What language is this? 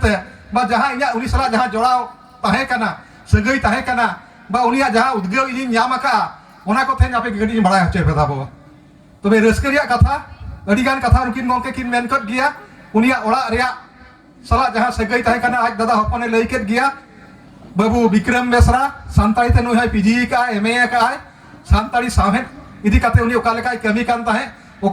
Santali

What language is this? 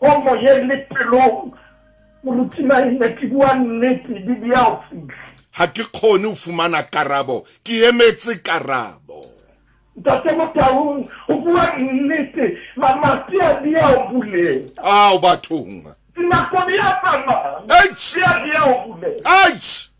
Southern Sotho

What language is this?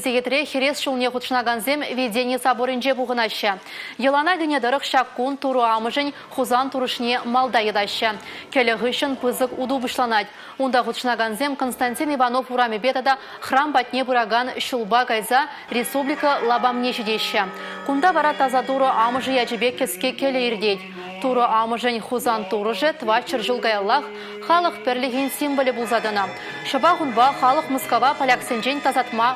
Chuvash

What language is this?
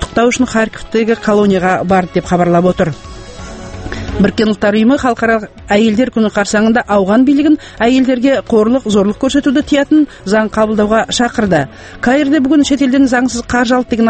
Kazakh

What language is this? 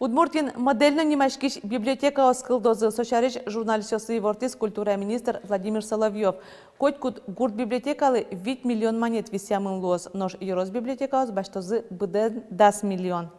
Udmurt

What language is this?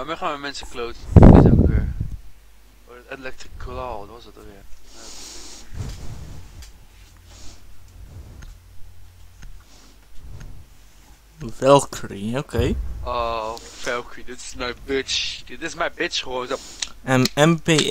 Dutch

